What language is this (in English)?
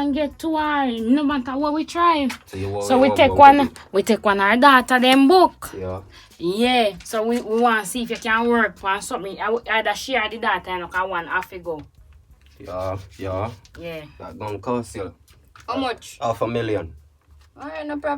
Jamaican Creole English